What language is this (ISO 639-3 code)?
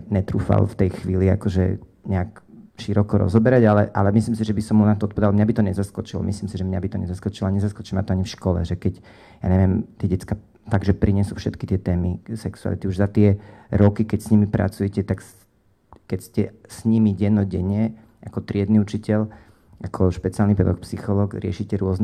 slk